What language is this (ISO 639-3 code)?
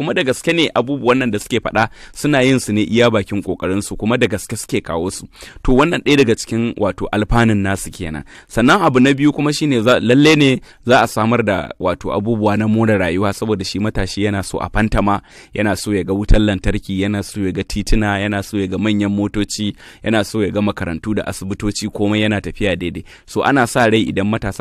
hau